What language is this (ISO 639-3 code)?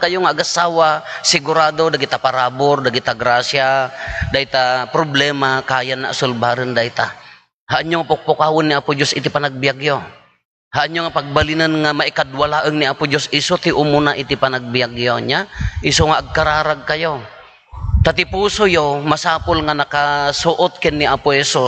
ilo